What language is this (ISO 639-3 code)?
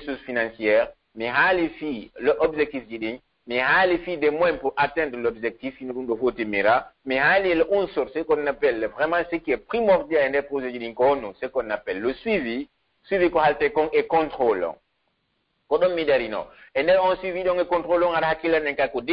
fuf